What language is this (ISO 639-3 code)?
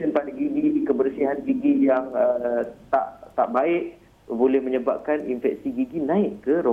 msa